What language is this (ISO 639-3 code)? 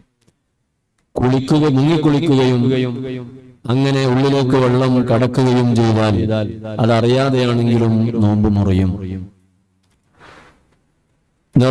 mal